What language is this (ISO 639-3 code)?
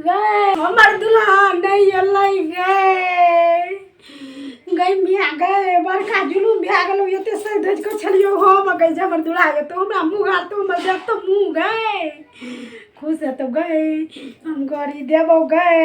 mai